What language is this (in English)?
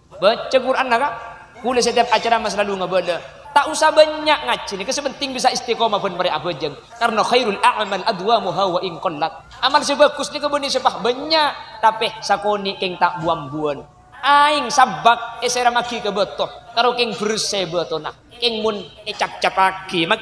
Madurese